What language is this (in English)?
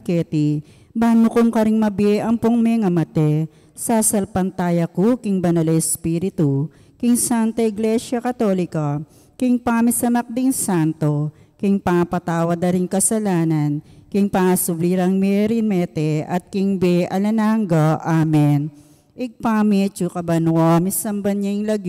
Pampanga